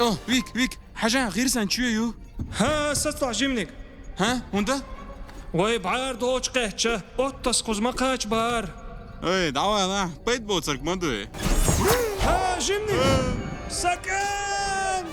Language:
Chechen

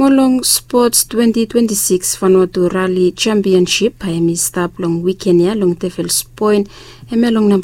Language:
Bislama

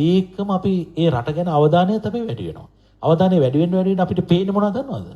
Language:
Sinhala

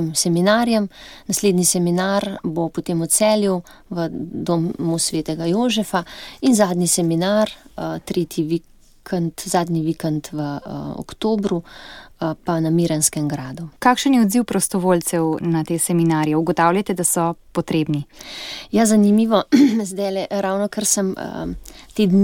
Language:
Slovenian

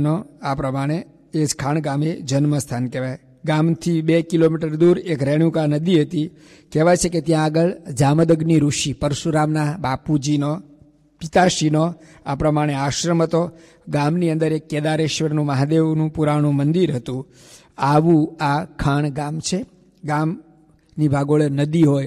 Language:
Gujarati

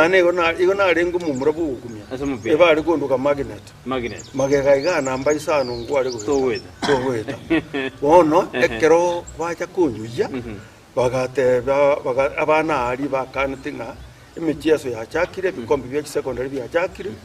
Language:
Gusii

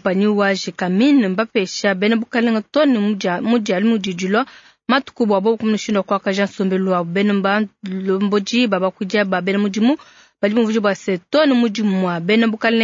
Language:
Luba-Lulua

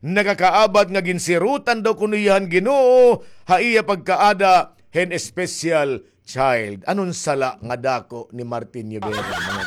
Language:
Waray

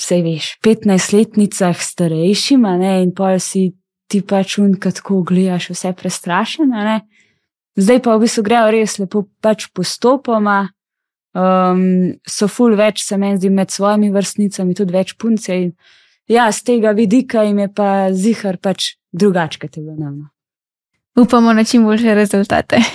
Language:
Slovenian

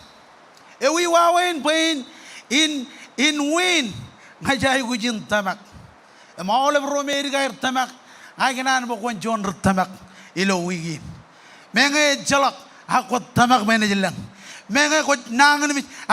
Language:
Marshallese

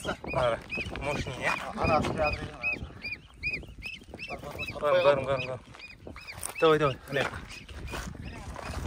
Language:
Kazakh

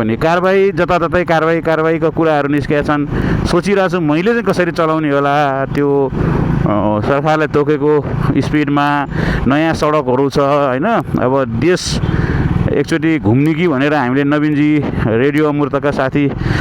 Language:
Nepali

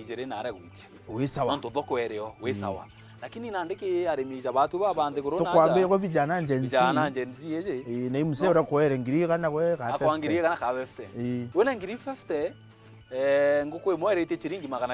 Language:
Meru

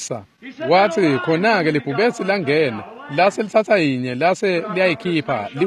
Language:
Swati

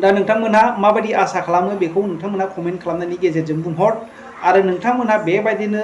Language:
Bodo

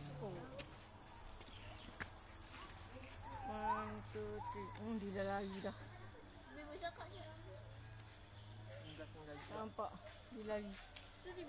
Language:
Malay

